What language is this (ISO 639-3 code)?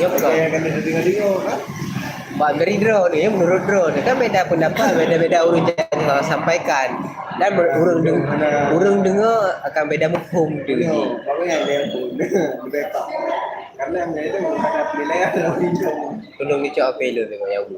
ace